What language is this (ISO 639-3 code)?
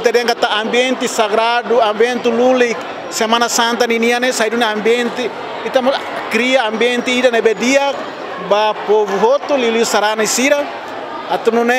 tet